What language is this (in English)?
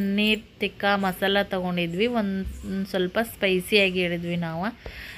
Kannada